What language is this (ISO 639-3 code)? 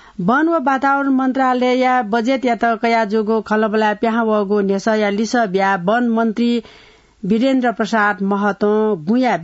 new